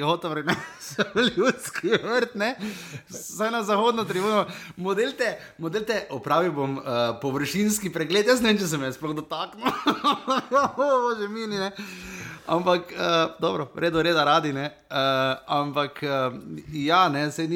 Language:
Slovenian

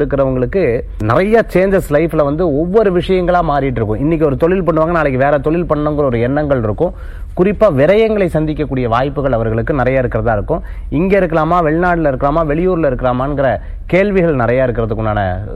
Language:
Tamil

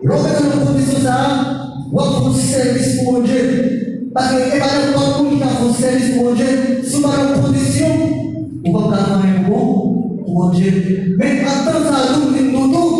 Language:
Haitian Creole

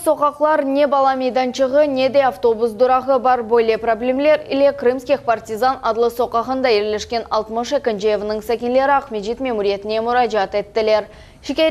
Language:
Crimean Tatar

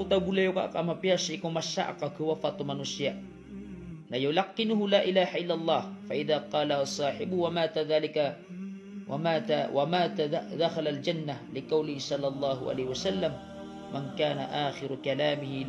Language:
Maranao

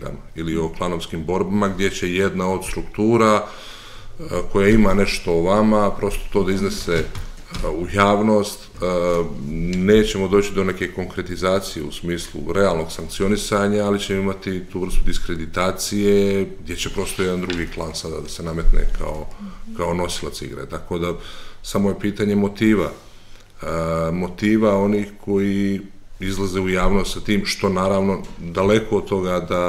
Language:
Serbian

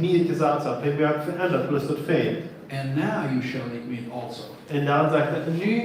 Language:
Plautdietsch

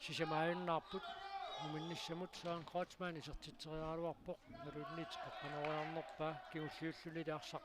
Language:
Kalaallisut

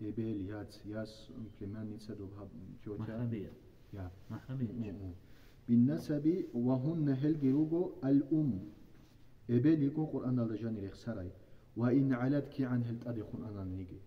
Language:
Avaric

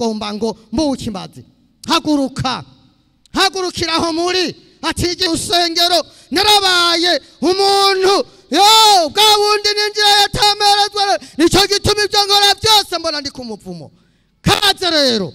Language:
Rundi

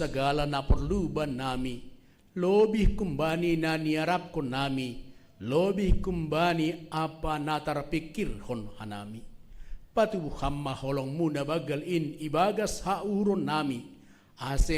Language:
Batak Simalungun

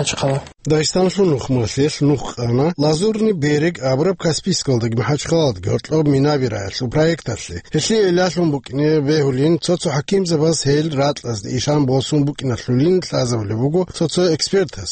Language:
Avaric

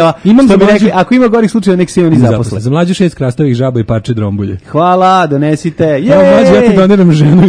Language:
Serbian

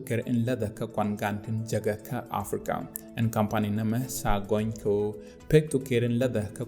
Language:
Nuer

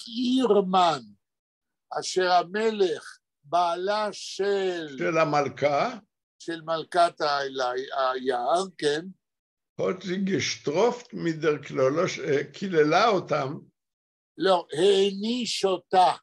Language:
Yiddish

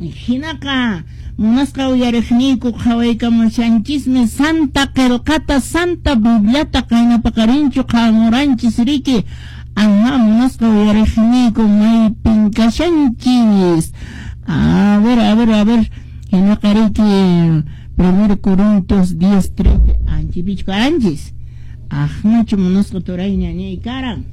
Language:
Quechua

